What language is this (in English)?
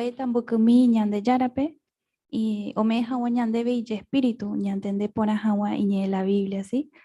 Guarani